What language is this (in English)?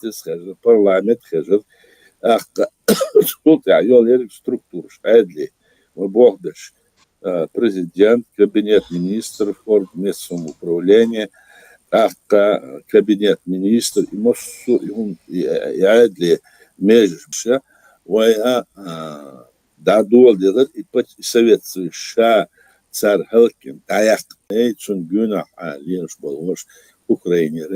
Chechen